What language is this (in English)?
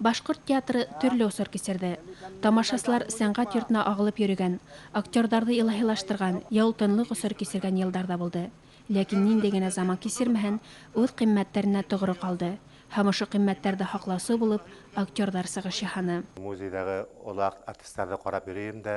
Bashkir